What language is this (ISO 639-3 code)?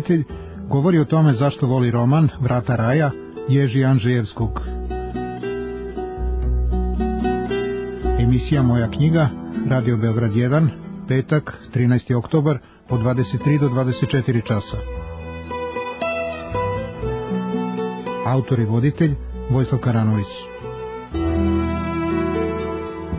srp